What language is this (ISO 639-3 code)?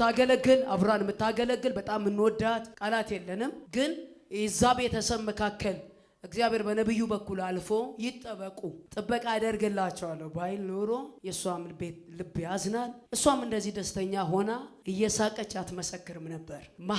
amh